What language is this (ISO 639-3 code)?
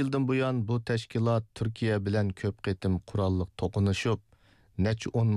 uig